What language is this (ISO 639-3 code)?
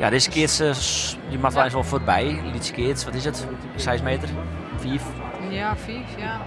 fry